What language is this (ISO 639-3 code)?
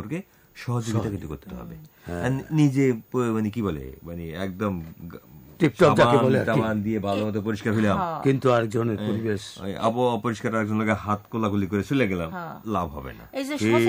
ben